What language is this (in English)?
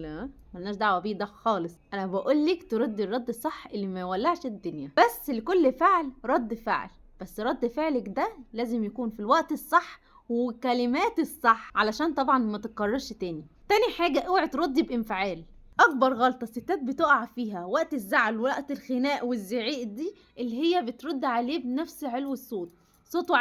Egyptian Arabic